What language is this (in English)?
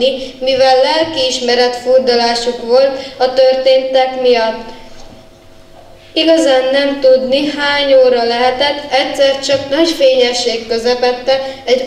Hungarian